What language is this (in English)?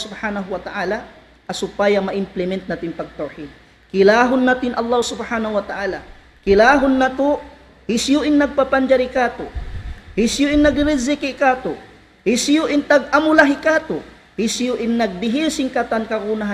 Tausug